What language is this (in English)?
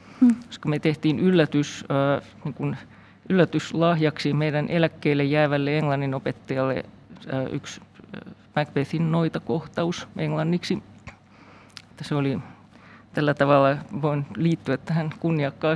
Finnish